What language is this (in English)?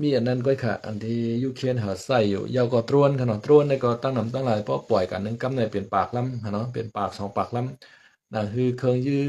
Shan